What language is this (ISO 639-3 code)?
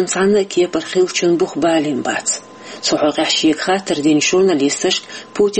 che